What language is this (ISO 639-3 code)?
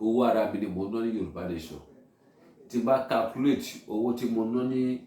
yor